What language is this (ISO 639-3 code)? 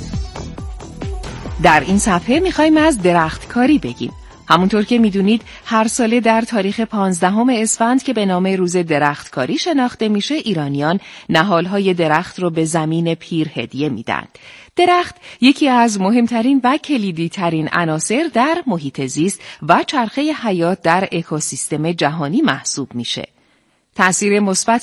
fas